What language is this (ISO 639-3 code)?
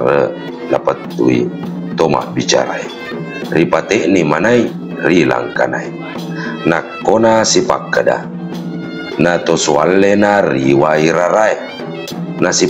bug